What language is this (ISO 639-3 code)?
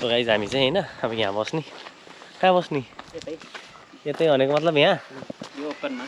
nep